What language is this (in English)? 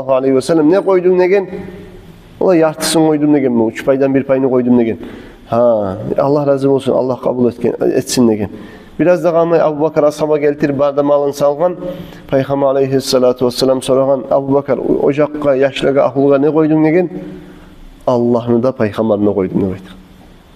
Kumyk